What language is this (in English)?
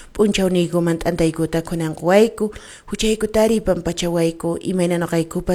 Quechua